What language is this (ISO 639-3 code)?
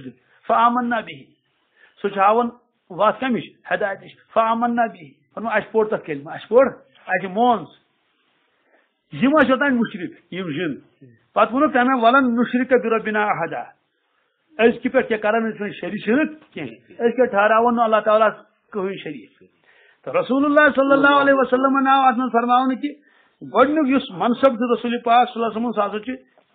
kas